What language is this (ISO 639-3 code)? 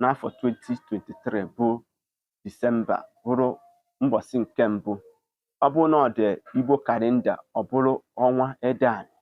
ibo